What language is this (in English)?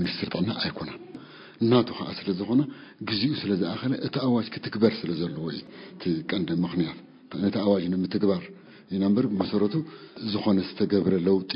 Tigrinya